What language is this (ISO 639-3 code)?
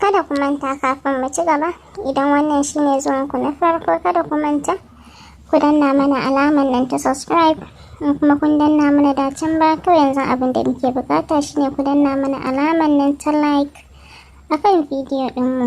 hau